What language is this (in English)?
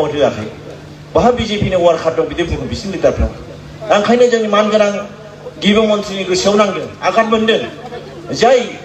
Bodo